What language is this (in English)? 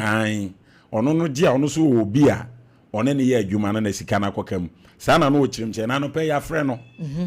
Akan